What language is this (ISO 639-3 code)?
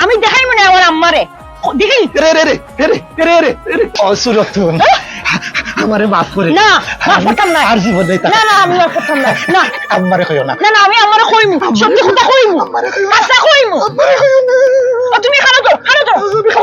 syl